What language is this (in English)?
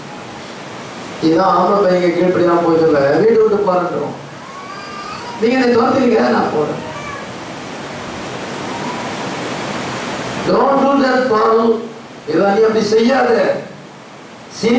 Tamil